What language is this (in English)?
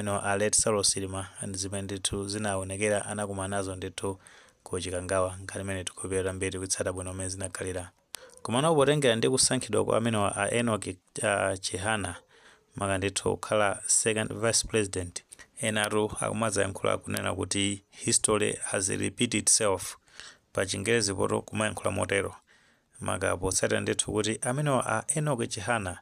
Nyanja